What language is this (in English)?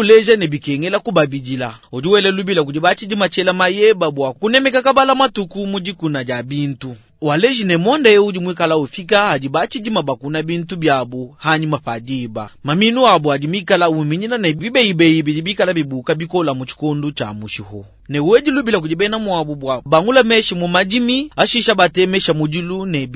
Luba-Lulua